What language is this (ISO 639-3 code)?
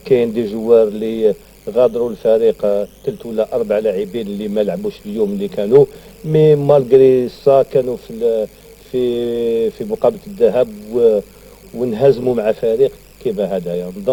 arq